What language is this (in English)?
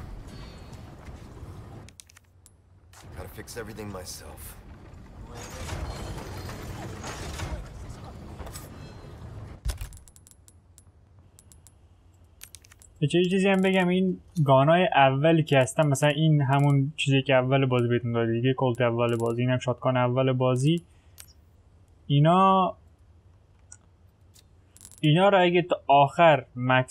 Persian